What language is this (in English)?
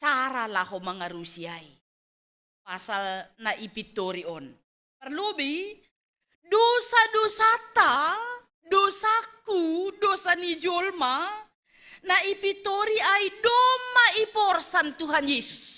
Batak Simalungun